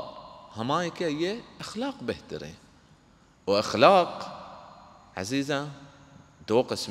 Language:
Baluchi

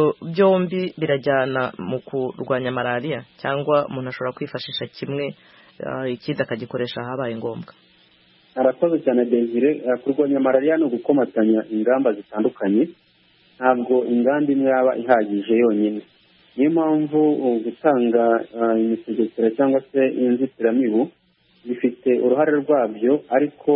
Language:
Kinyarwanda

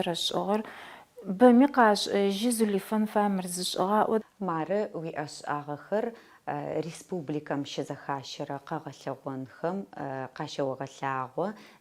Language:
Adyghe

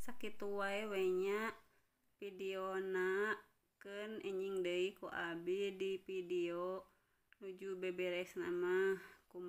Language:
Sundanese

